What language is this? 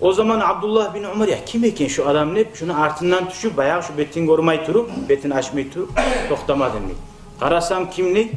Kumyk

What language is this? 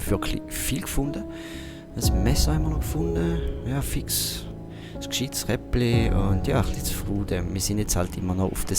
Swiss German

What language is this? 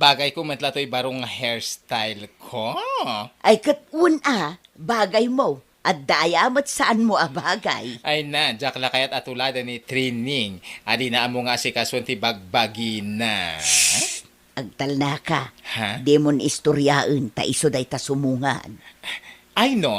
Iloko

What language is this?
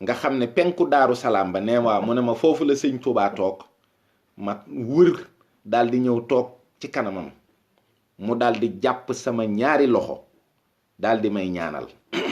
Wolof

